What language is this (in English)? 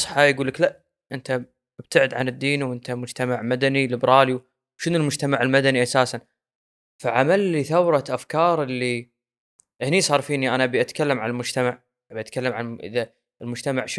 Gulf Arabic